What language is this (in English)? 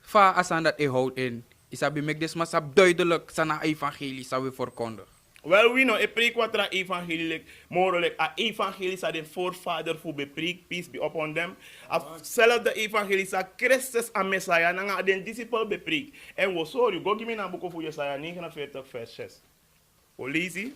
Sranan Tongo